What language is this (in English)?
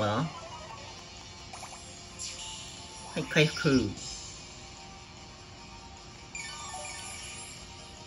Japanese